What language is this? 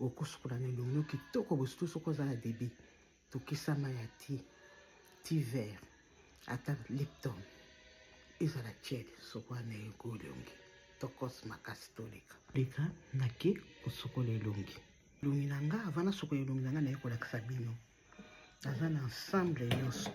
Lingala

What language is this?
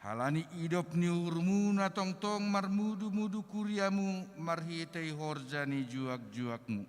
Batak Simalungun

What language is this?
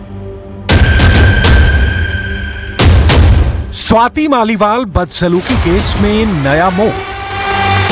Hindi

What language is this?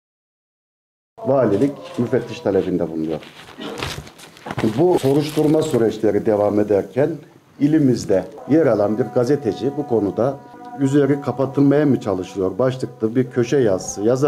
Turkish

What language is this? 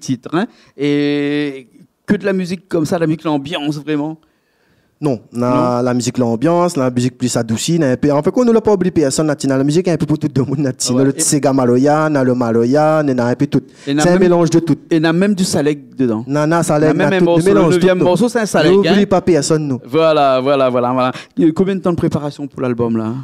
Réunion Creole French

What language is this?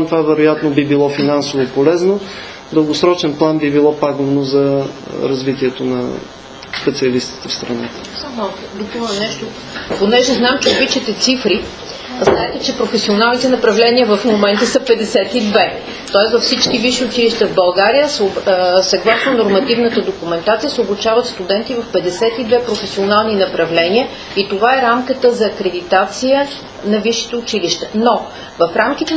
Bulgarian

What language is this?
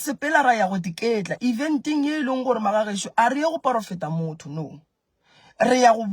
Northern Sotho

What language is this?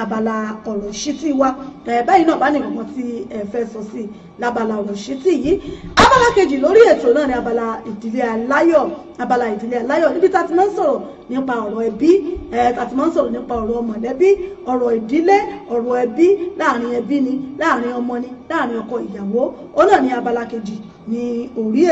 Yoruba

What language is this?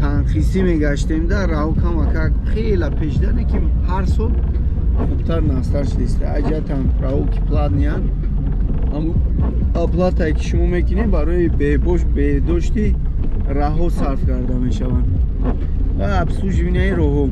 Tajik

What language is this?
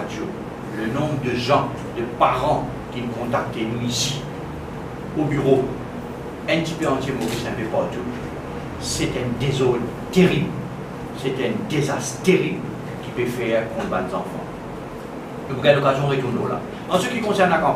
Morisyen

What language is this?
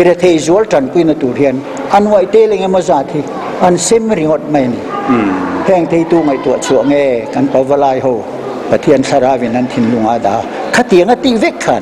Mizo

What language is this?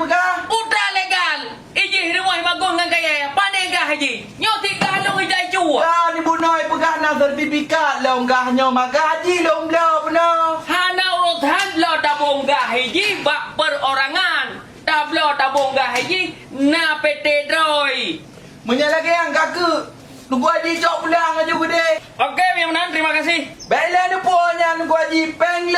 Achinese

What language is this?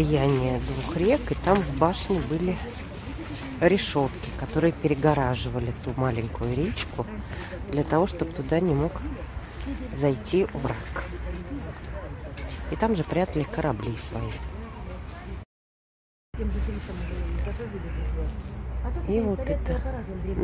Russian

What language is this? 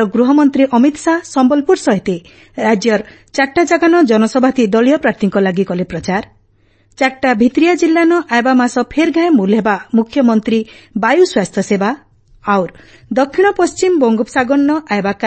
Odia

